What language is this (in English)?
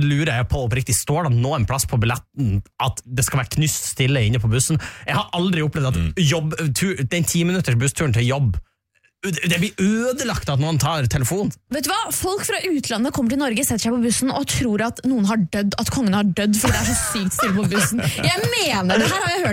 Norwegian